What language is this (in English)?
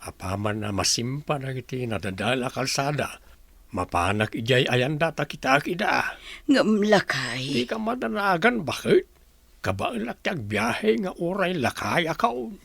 Iloko